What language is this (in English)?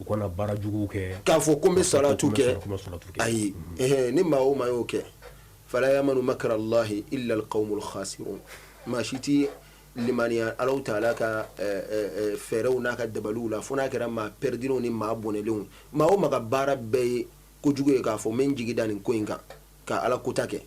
Bambara